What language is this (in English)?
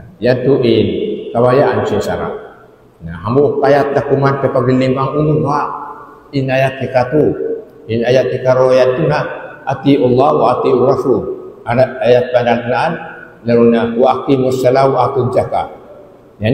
Tausug